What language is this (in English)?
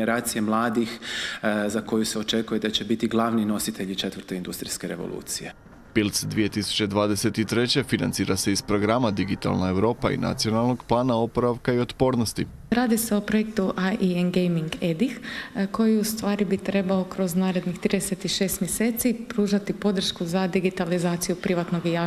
Croatian